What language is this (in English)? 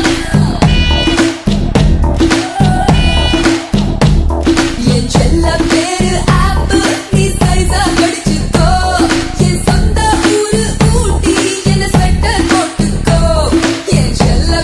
Tamil